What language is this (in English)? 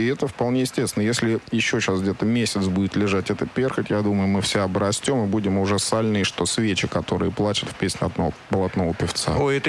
Russian